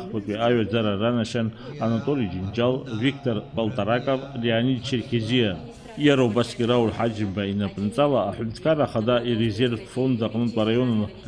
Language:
Abkhazian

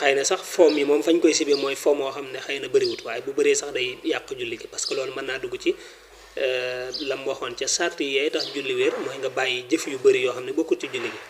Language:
Wolof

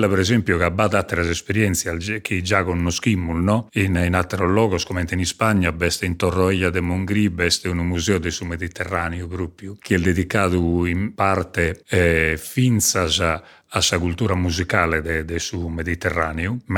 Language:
Sardinian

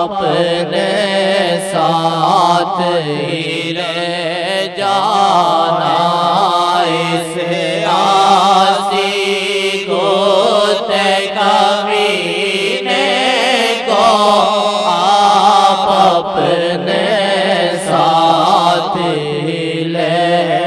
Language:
Urdu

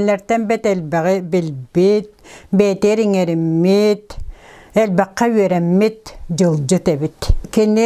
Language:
Yakut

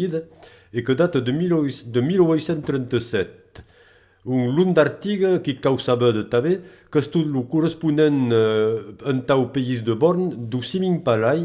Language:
Occitan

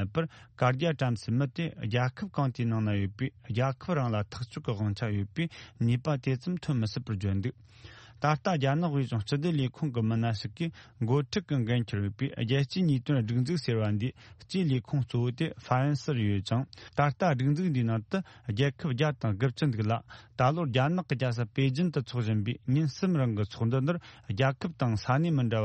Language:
Tibetan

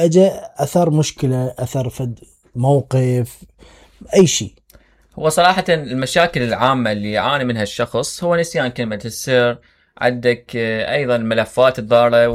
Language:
Mesopotamian Arabic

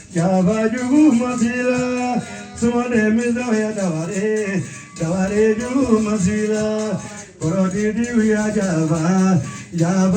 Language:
Bambara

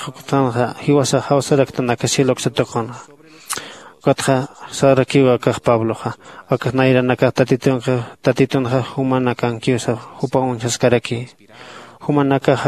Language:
Aymara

